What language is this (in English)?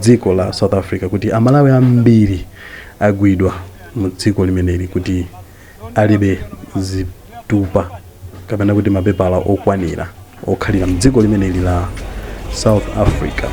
Nyanja